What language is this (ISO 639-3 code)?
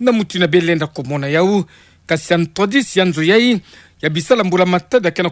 ktu